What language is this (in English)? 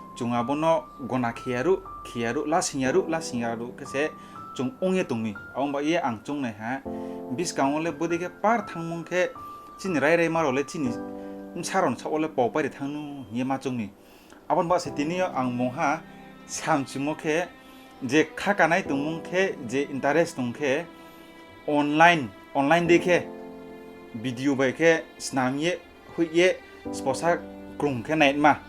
Riang (India)